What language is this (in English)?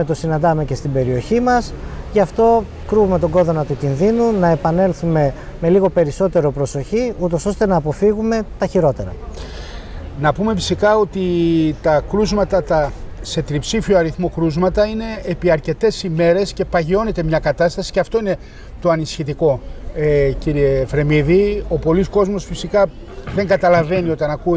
Greek